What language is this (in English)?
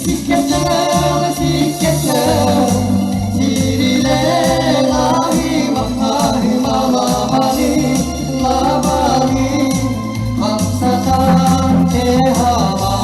Yakut